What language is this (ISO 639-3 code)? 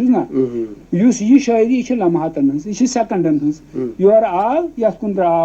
kas